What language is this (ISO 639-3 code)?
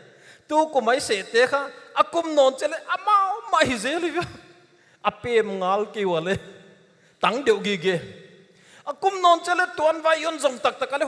pck